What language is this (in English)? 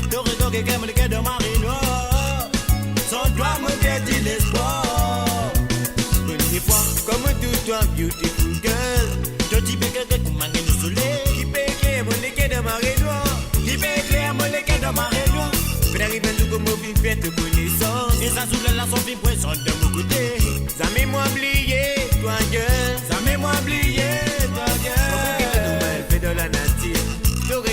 Morisyen